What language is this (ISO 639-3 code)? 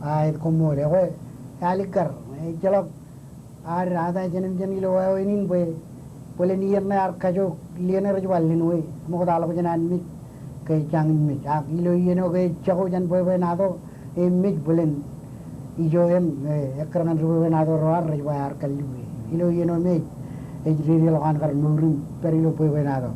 mah